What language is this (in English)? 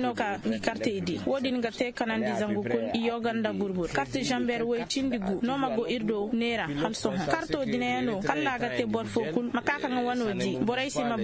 Zarma